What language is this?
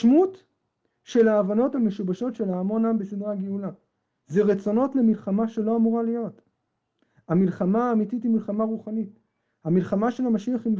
Hebrew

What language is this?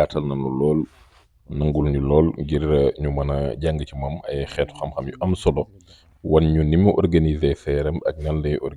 Wolof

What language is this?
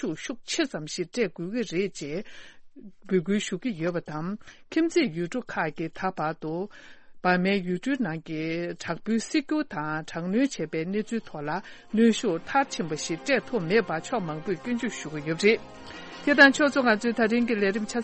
Tibetan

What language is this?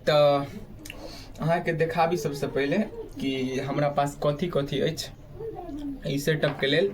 Maithili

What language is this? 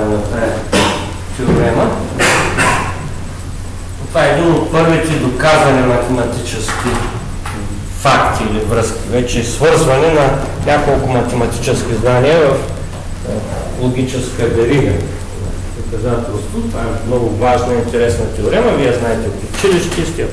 Bulgarian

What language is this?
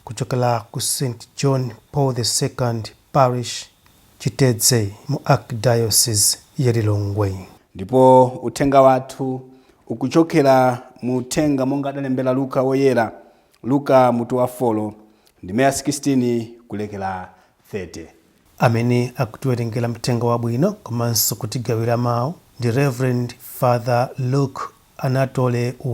Nyanja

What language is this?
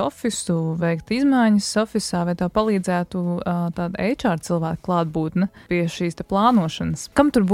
Latvian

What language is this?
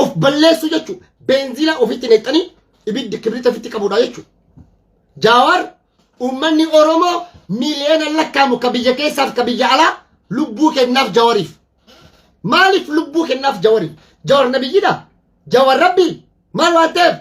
Oromo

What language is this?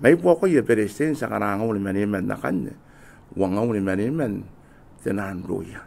Gilbertese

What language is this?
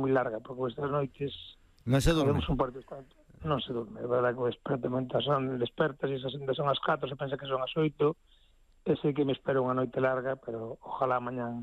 Galician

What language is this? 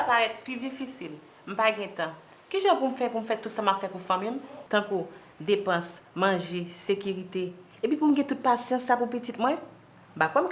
Haitian Creole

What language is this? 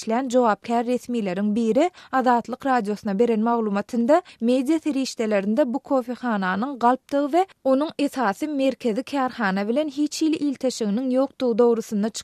Turkmen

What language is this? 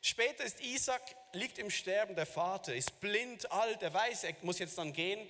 Swiss German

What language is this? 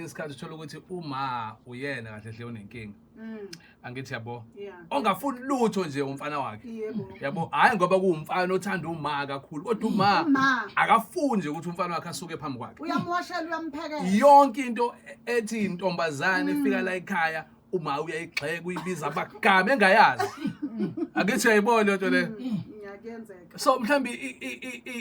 Zulu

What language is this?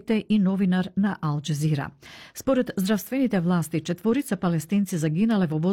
Macedonian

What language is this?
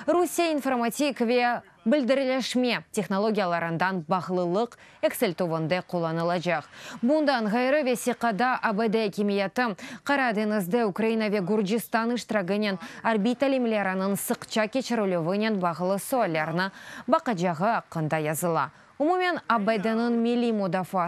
Crimean Tatar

